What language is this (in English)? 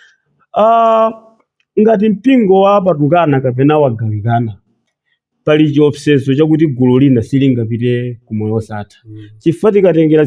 Nyanja